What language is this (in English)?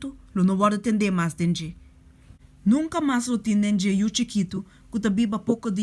Papiamento